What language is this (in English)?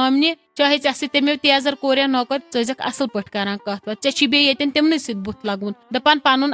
Kashmiri